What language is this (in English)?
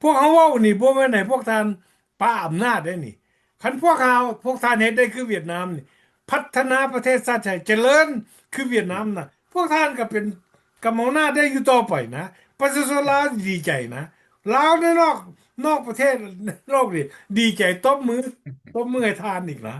Lao